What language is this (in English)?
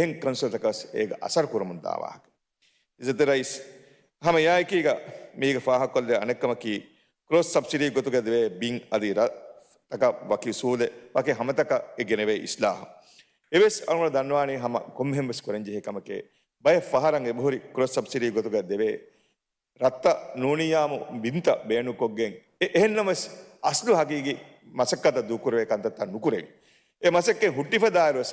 Divehi